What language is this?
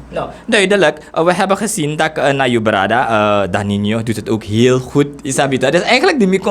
Sranan Tongo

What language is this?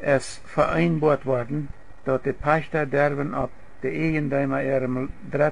Plautdietsch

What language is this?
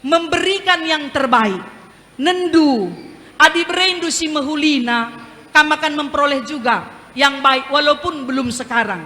Batak Karo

